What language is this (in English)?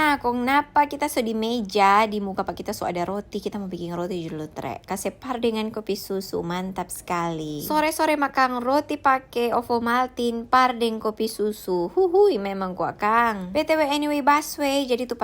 Manado Malay